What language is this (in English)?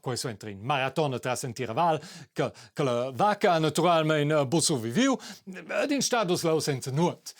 Romansh